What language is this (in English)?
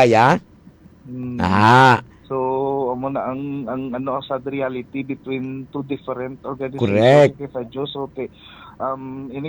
Hiligaynon